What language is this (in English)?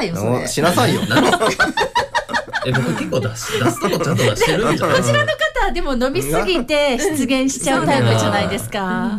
Japanese